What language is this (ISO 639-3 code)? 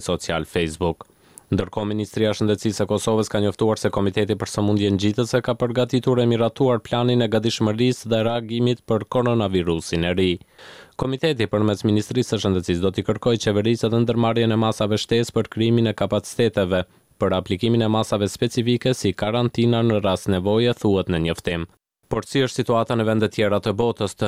sqi